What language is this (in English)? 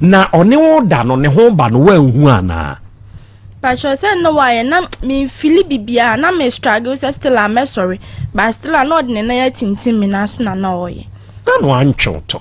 Akan